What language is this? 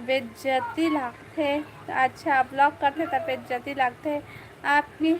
Chhattisgarhi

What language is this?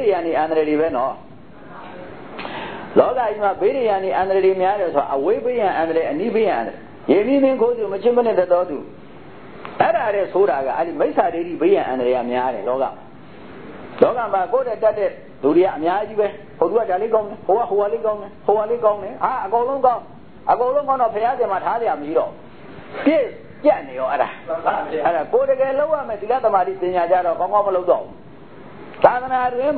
Burmese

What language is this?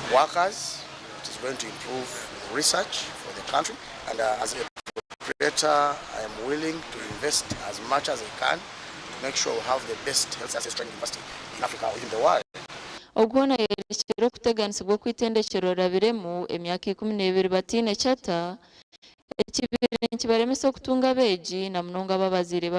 Nyankole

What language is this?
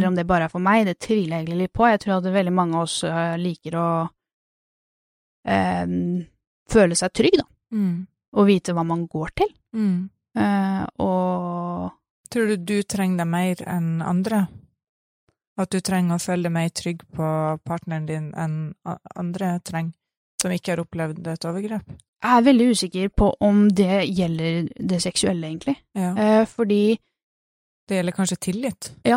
Norwegian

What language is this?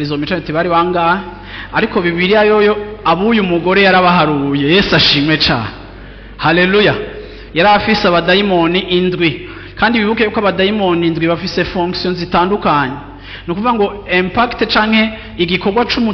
Rundi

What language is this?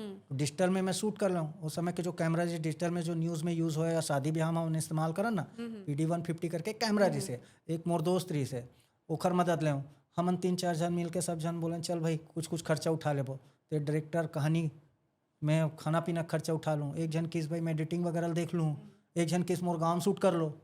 Chhattisgarhi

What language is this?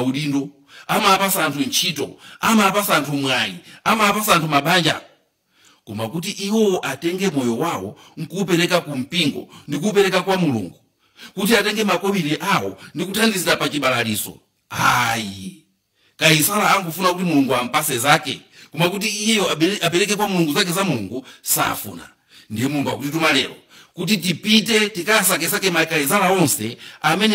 Nyanja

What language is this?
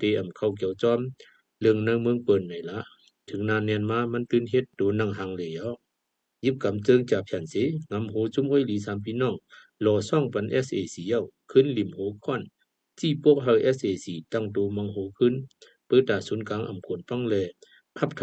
Shan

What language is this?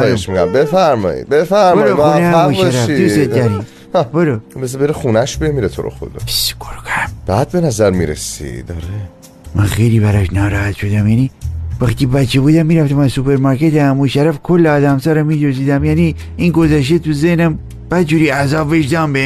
Tajik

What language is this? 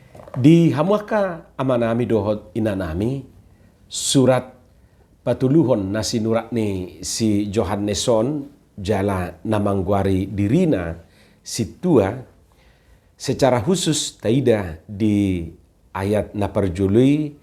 Batak Toba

